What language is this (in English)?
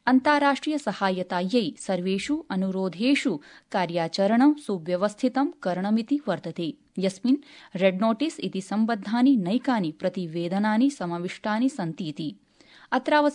Sanskrit